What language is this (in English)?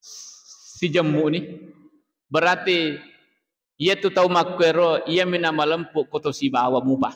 Buginese